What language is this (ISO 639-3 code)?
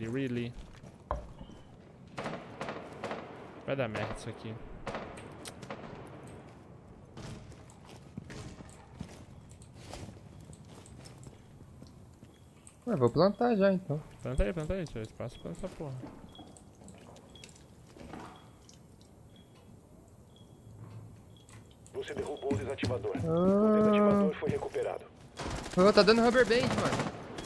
por